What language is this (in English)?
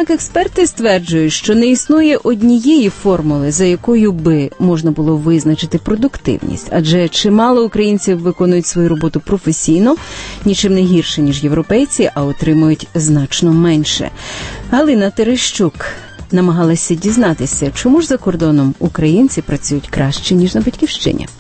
Ukrainian